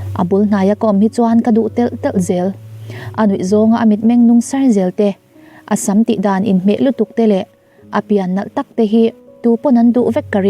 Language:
Mizo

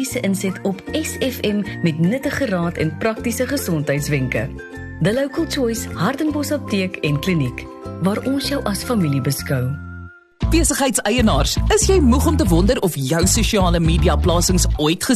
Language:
Afrikaans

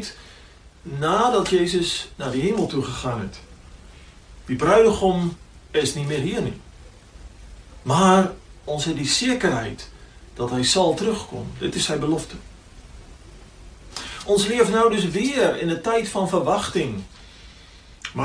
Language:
Afrikaans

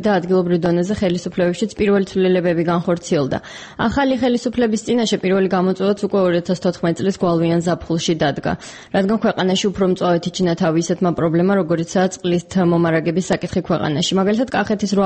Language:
Georgian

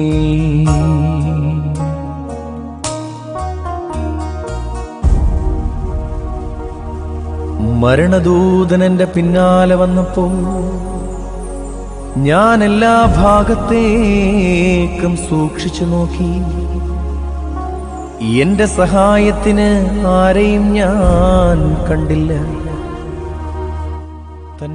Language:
Malayalam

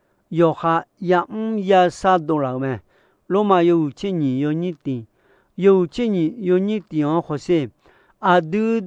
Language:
Akha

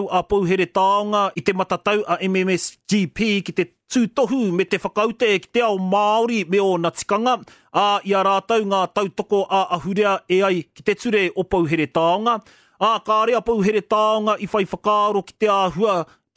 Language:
Māori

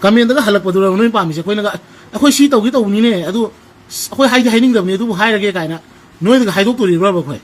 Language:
Manipuri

